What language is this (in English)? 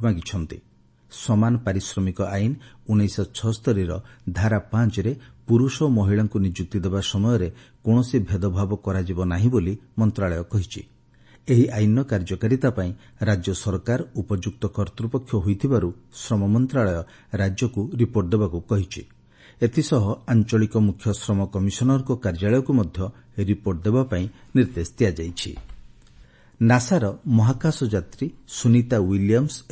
Odia